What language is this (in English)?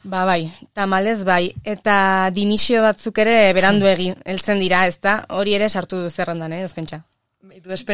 Basque